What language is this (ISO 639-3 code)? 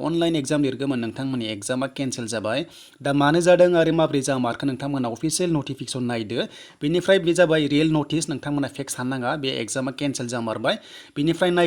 brx